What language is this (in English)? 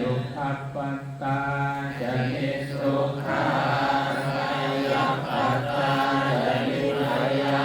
Pali